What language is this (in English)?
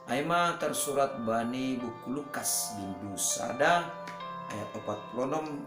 Batak Simalungun